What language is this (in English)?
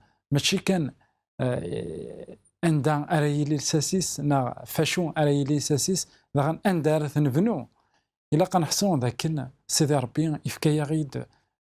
Kabyle